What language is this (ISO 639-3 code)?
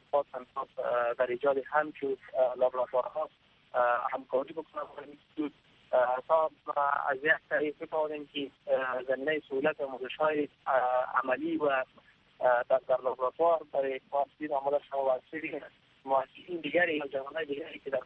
fas